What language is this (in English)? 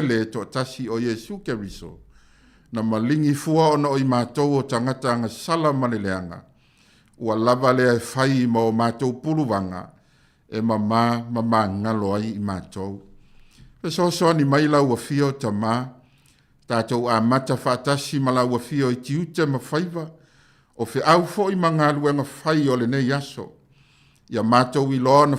Samoan